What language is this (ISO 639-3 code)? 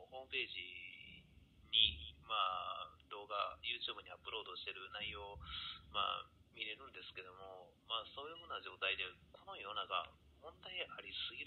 jpn